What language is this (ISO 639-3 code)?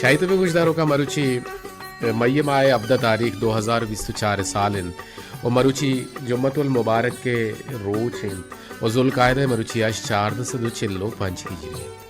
bal